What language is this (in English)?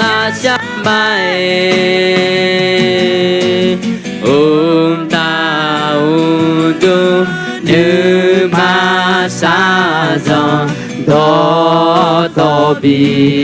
Akha